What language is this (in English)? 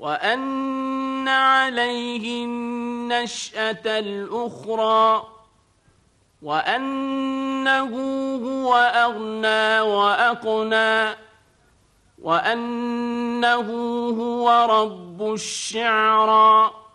Arabic